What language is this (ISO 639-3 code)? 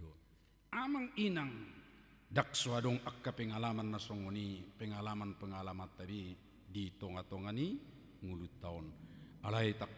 bbc